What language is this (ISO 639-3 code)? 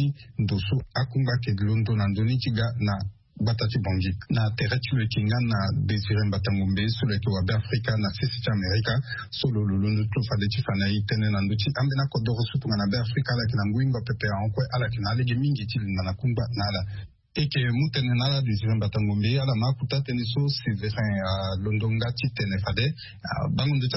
sag